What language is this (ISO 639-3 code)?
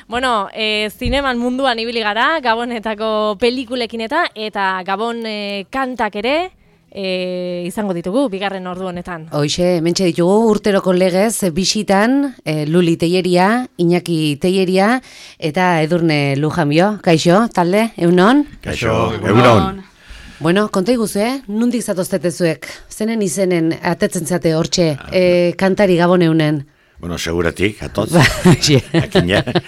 eus